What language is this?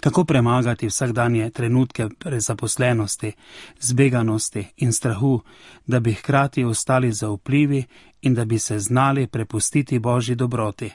Slovenian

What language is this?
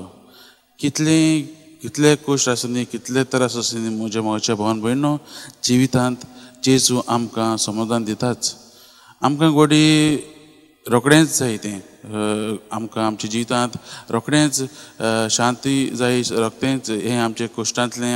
Konkani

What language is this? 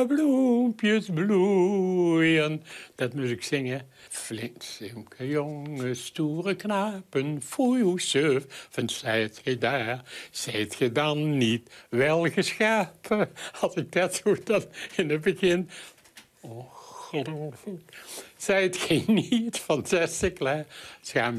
Limburgish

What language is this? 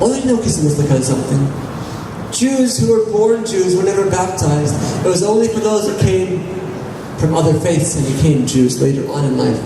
Tok Pisin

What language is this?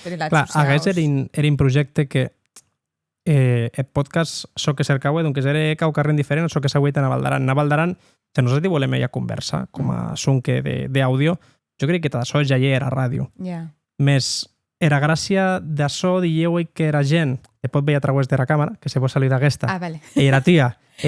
Occitan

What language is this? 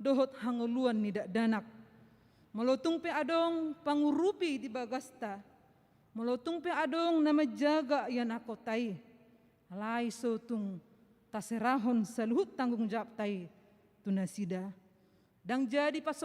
Batak Toba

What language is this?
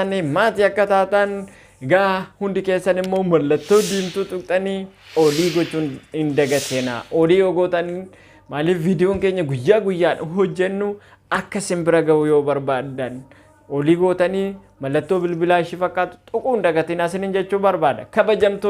Oromo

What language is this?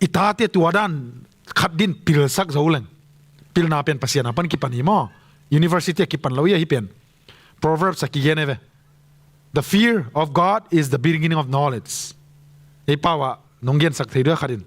Tedim Chin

